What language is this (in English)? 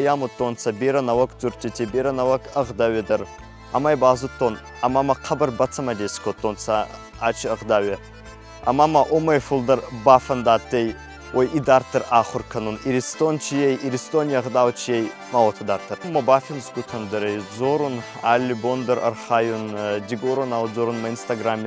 Ossetic